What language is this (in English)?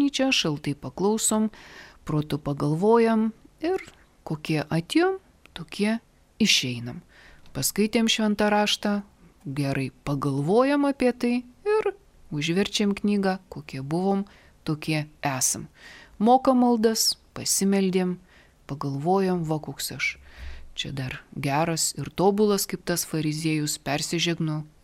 Lithuanian